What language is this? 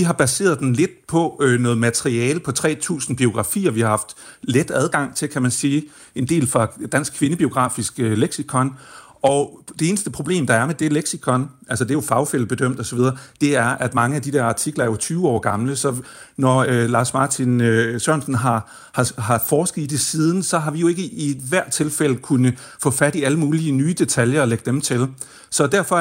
Danish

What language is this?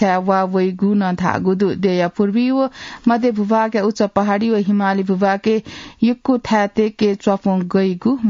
Newari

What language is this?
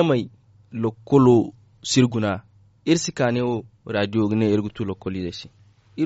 Zarma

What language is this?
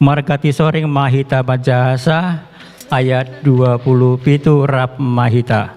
Batak Toba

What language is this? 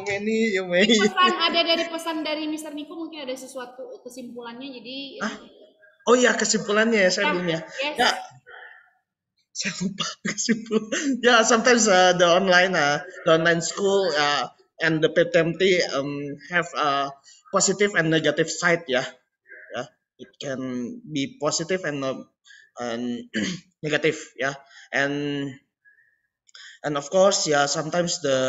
Indonesian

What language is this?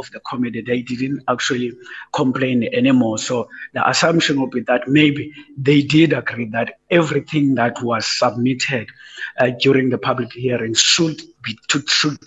English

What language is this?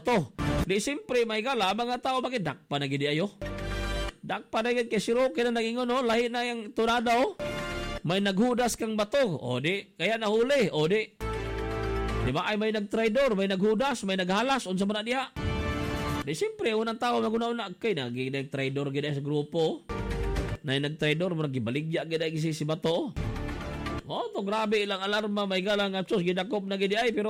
Cebuano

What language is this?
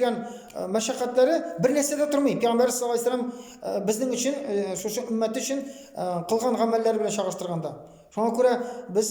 Tatar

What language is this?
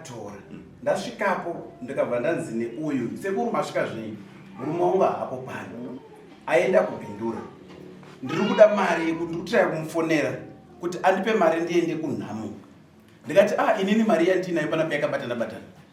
Shona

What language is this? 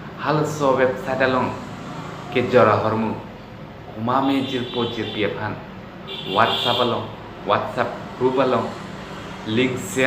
Karbi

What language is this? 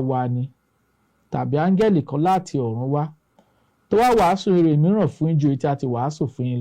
Yoruba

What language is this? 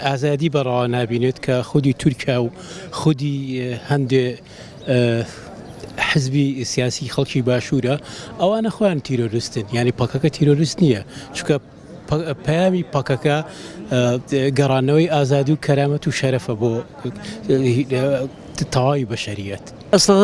Central Kurdish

